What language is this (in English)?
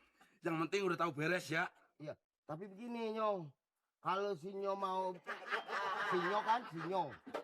Betawi